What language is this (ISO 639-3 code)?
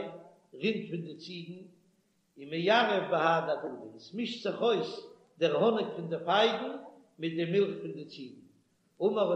yid